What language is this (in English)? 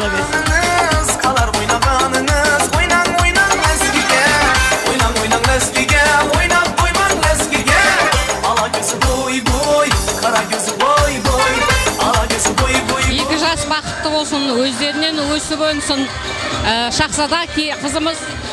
Kara-Kalpak